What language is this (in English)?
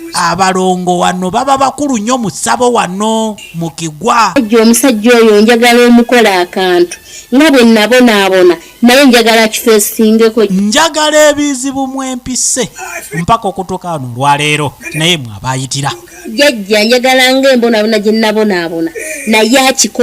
Ganda